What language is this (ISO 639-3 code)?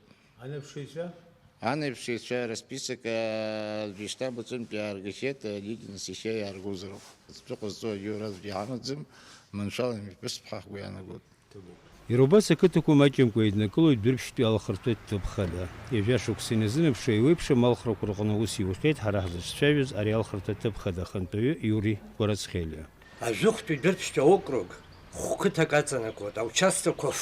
abk